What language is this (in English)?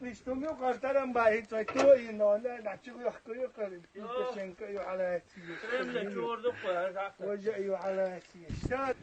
Chechen